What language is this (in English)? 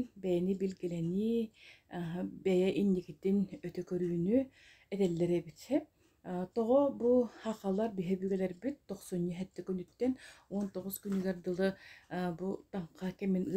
Yakut